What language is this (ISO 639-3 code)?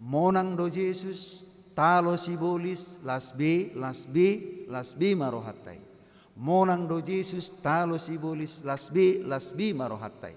bbc